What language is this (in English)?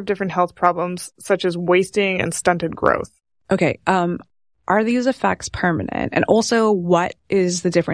English